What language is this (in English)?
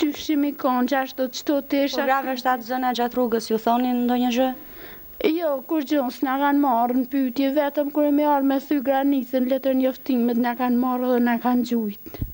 Albanian